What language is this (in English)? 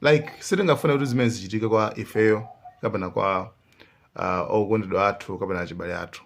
Nyanja